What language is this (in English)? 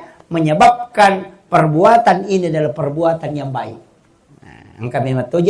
Buginese